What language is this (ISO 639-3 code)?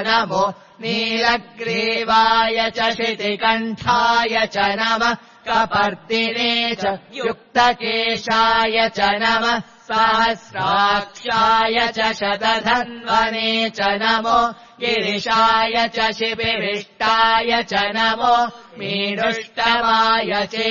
san